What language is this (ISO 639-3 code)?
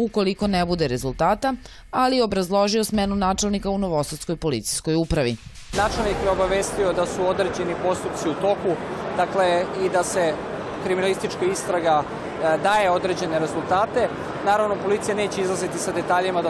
srp